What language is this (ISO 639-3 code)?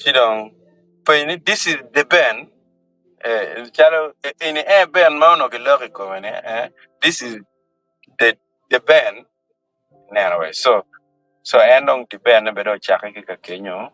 ach